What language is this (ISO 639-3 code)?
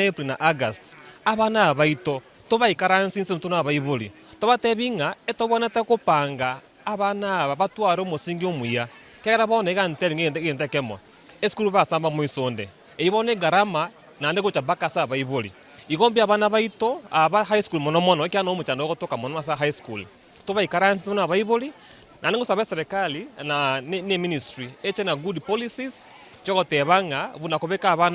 guz